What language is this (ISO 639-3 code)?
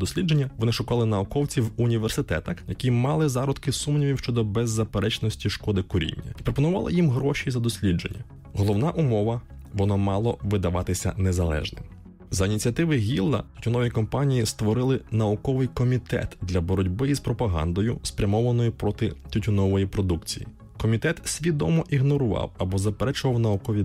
ukr